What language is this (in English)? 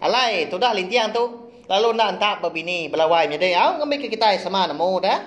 Iban